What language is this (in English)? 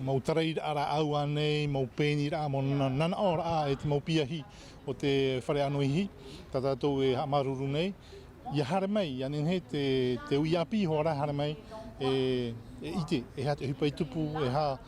Tahitian